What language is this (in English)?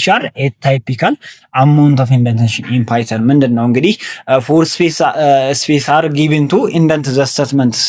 Amharic